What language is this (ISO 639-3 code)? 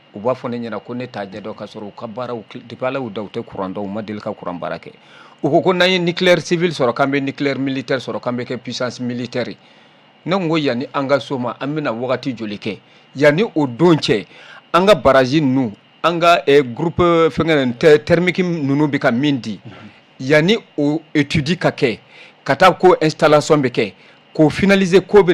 bam